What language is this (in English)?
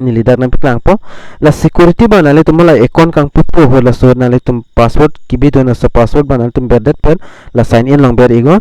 Karbi